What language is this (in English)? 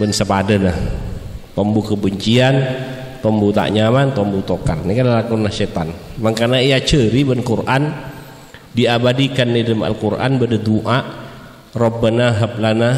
Madurese